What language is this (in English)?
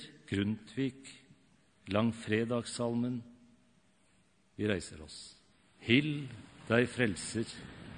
Norwegian